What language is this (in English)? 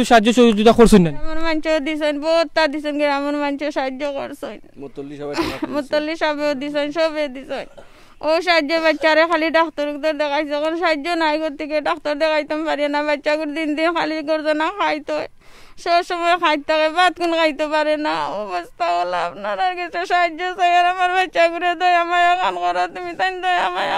Sylheti